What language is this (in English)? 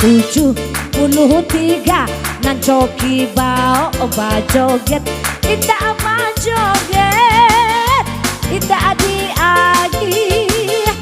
Minangkabau